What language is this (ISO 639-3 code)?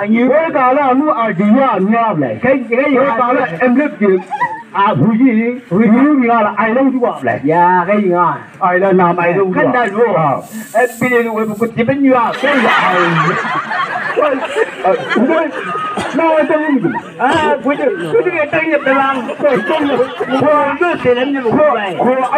nbc